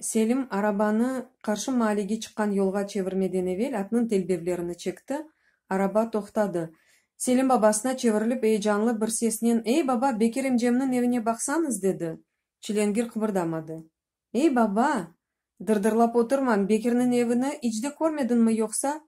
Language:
Crimean Tatar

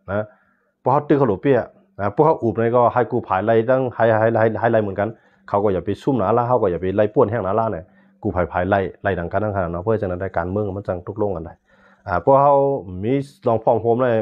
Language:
Shan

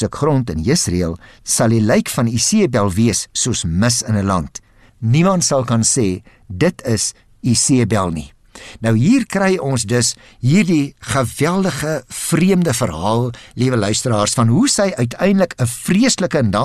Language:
Afrikaans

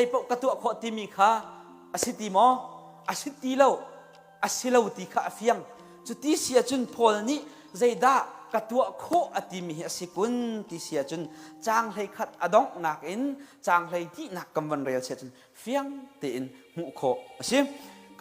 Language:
Hakha Chin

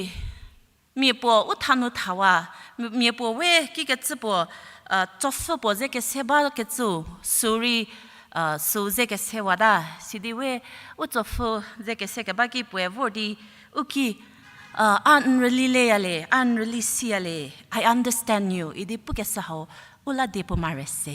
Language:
Angami Naga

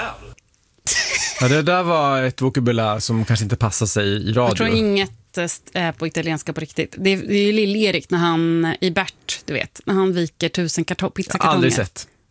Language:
Swedish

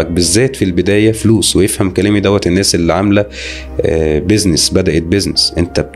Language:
Egyptian Arabic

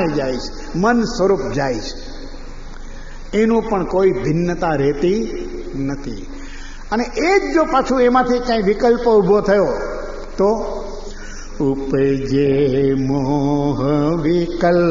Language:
Gujarati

